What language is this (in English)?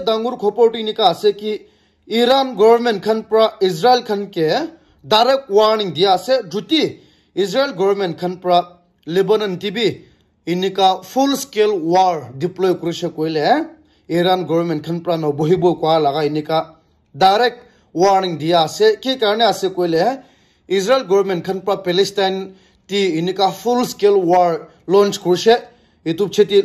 Naga Pidgin